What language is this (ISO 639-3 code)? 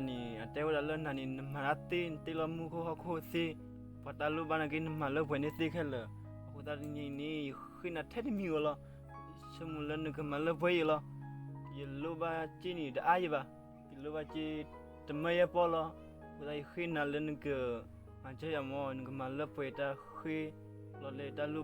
ksw